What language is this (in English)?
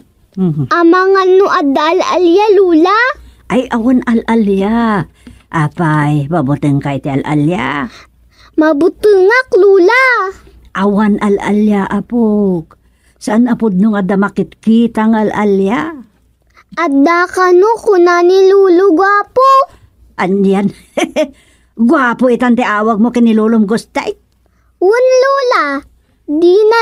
Iloko